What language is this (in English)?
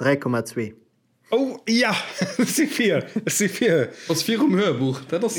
Luxembourgish